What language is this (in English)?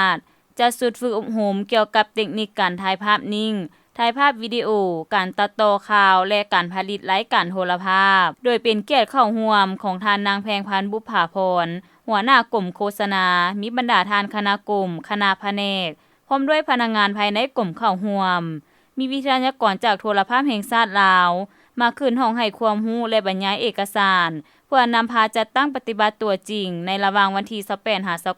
Lao